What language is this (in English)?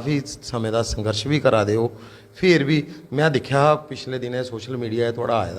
Dogri